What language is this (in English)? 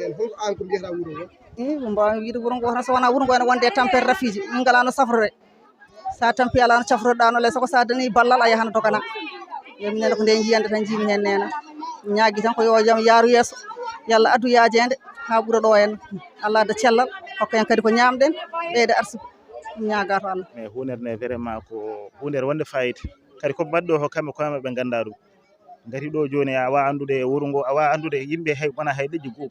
Fula